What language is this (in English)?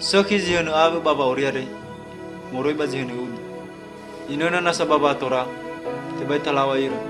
Nias